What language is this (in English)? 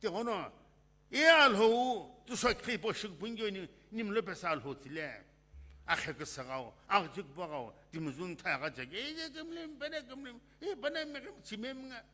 Sumi Naga